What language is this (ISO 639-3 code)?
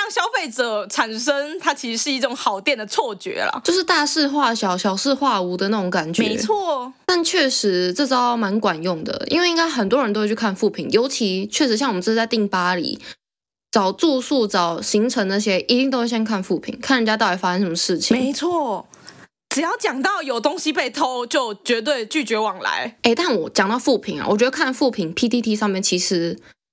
zho